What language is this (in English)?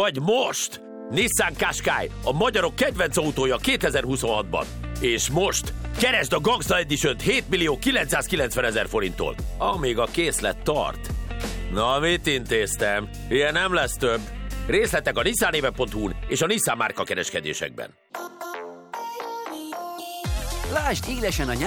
Hungarian